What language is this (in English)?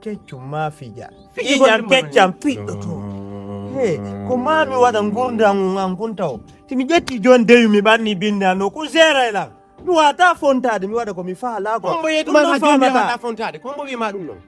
Fula